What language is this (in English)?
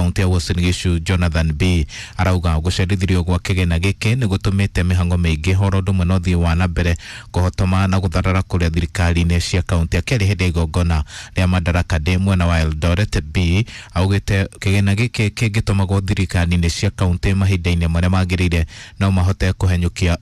Kikuyu